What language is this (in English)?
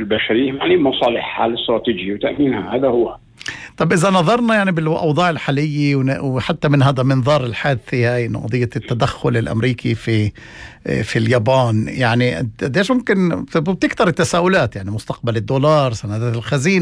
North Levantine Arabic